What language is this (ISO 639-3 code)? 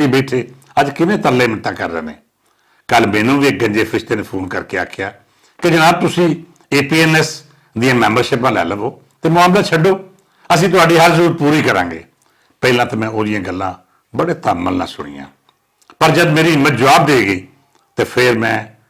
lah